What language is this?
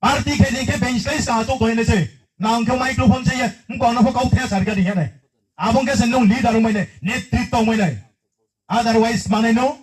Riang (India)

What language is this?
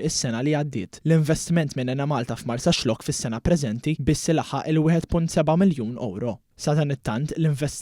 Maltese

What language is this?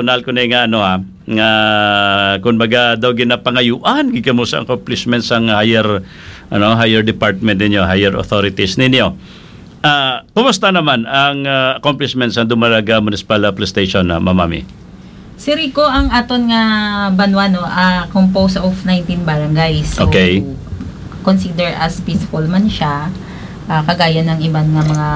Hiligaynon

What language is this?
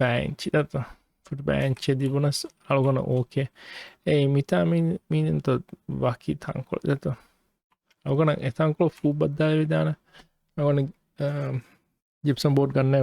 Divehi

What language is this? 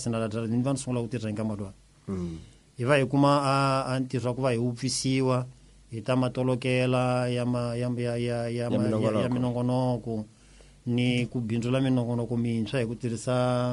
Tsonga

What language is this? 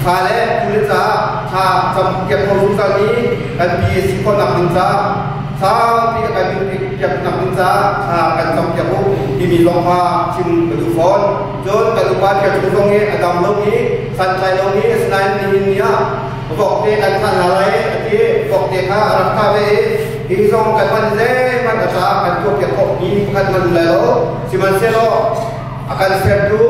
Hakha Chin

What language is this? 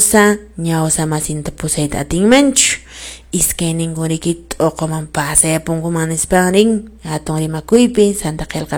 Quechua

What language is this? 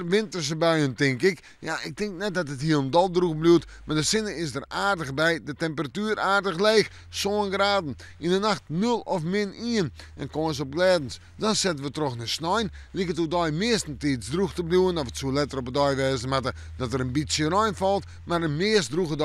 Western Frisian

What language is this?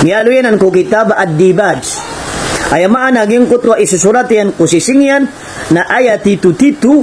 Maranao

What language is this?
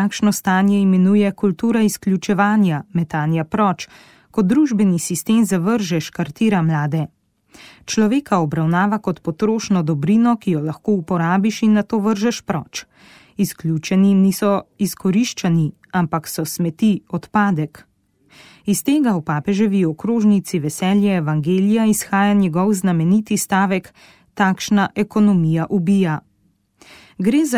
Slovenian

